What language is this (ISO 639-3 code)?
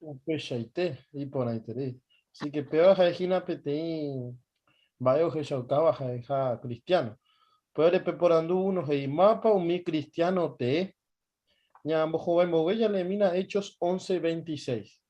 grn